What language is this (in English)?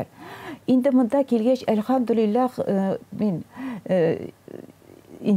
Tatar